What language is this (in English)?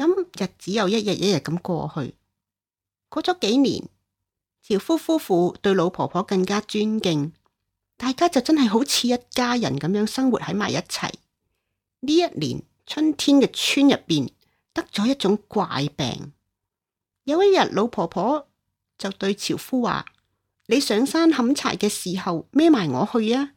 Cantonese